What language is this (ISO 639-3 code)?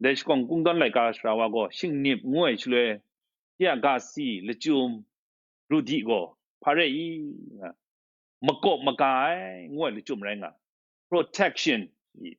kac